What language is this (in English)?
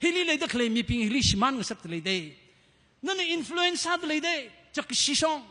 Tangkhul Naga (India)